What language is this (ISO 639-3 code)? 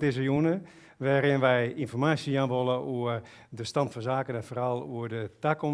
fry